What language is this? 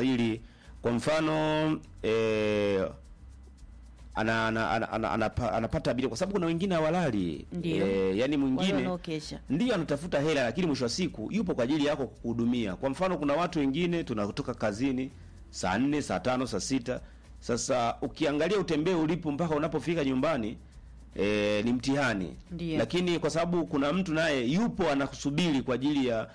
Swahili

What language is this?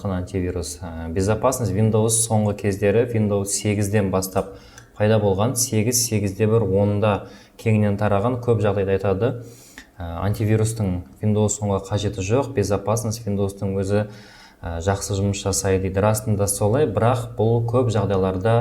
Kazakh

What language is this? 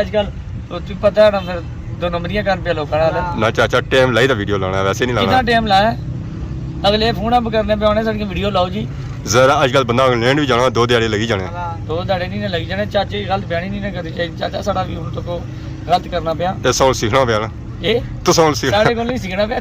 Pahari-Potwari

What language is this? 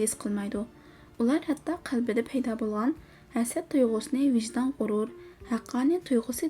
Uyghur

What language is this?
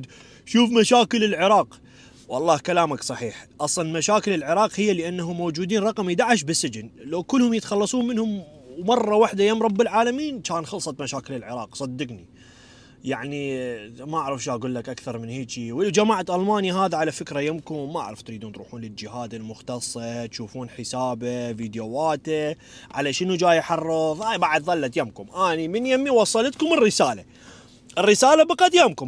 Mesopotamian Arabic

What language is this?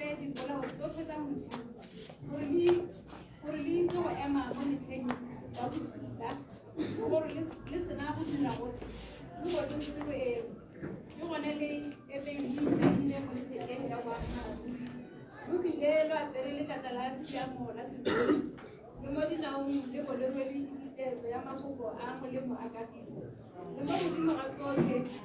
Tswana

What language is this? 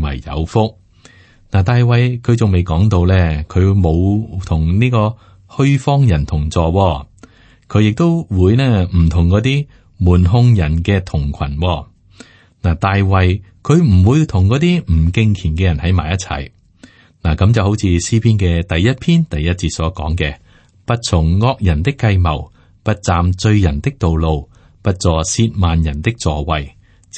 Cantonese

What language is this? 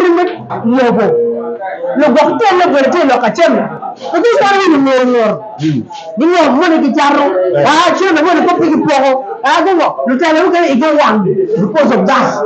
Acoli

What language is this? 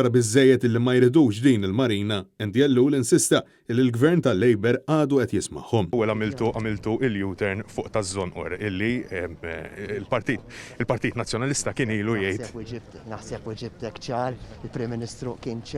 Maltese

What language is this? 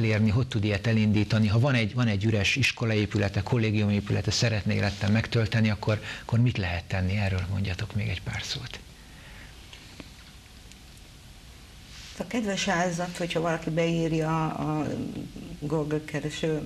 Hungarian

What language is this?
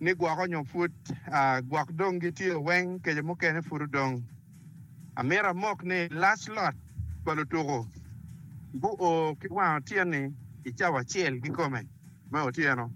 Acoli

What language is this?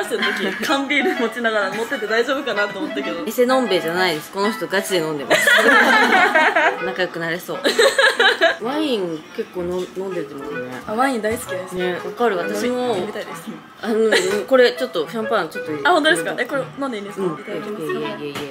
Japanese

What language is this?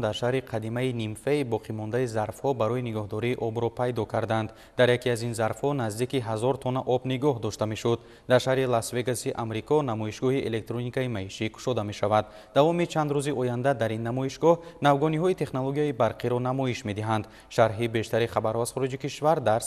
Tajik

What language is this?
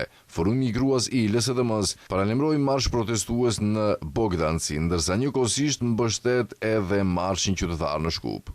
Albanian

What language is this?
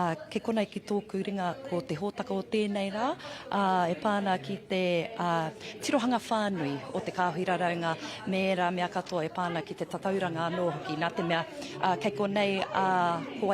Māori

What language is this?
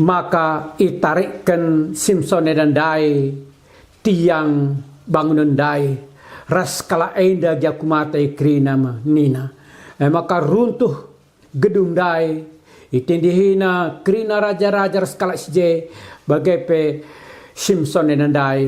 Batak Karo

